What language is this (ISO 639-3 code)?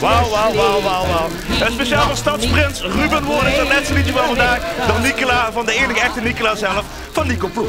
lim